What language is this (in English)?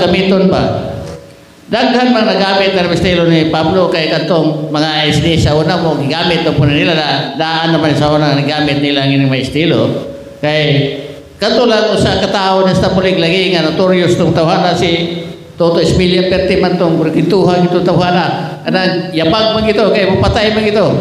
Cebuano